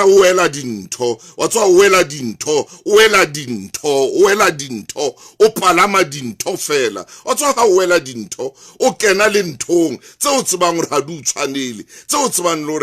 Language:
Southern Sotho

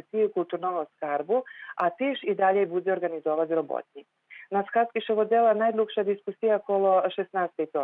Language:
Rusyn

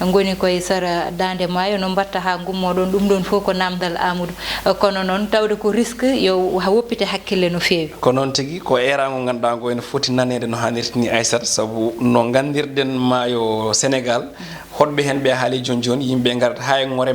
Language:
Fula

